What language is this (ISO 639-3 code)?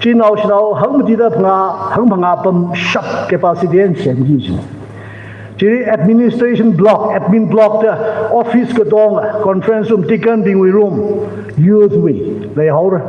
nmf